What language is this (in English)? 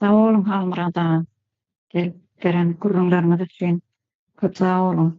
Turkmen